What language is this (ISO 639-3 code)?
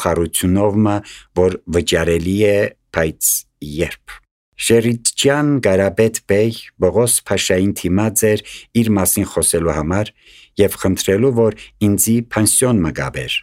hye